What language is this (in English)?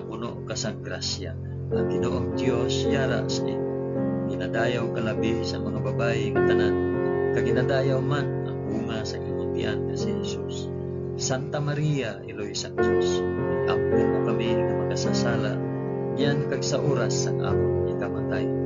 Hiligaynon